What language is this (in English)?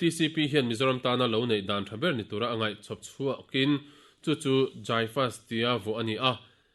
Mizo